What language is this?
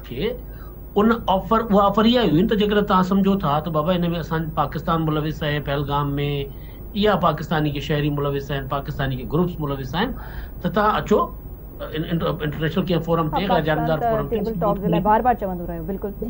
Sindhi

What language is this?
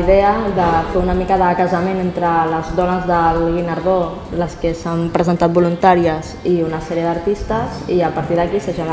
Catalan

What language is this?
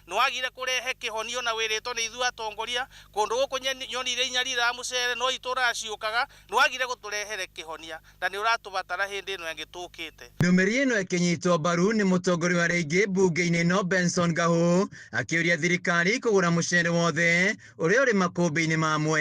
Kikuyu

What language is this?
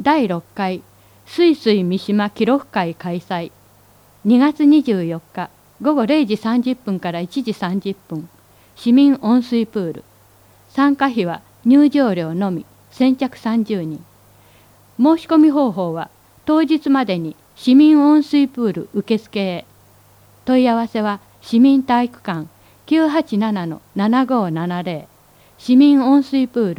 Japanese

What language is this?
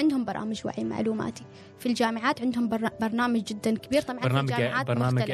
Gulf Arabic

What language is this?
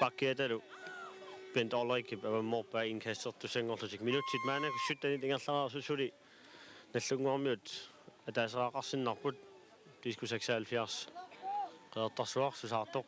Kalaallisut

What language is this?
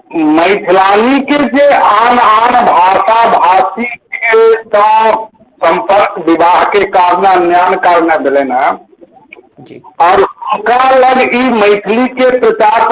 Maithili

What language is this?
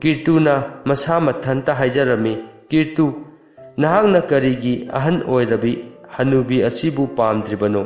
Manipuri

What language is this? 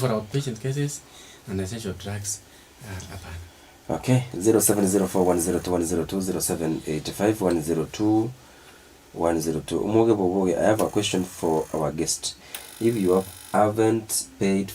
Gusii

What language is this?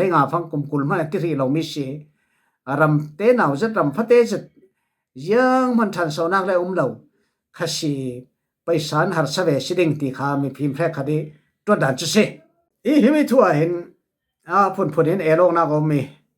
Falam Chin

